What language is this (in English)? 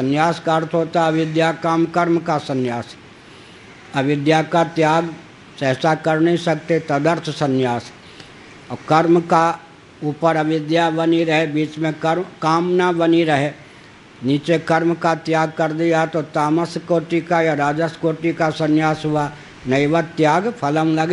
Hindi